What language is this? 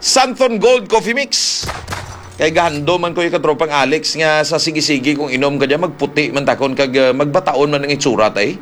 Hiligaynon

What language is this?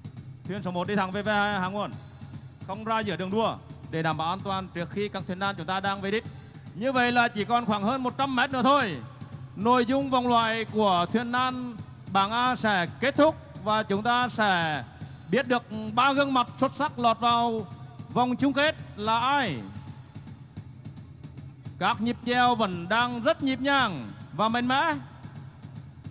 Vietnamese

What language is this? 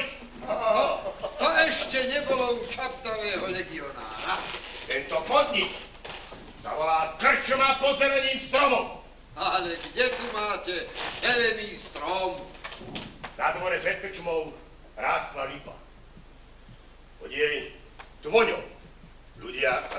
Slovak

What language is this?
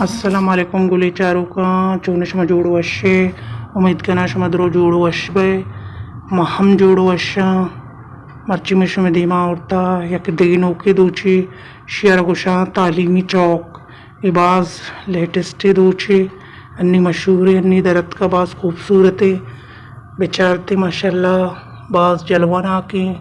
Baluchi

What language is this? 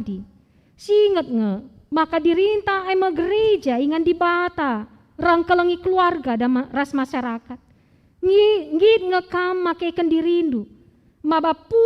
Batak Karo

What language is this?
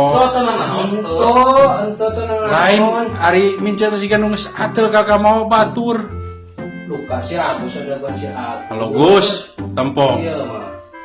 Sundanese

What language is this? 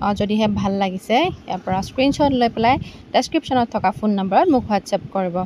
Assamese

